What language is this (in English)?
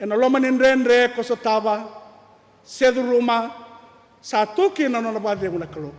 Fijian